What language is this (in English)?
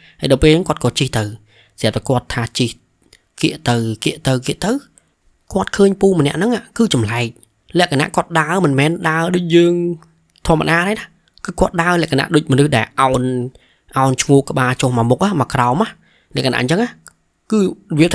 Khmer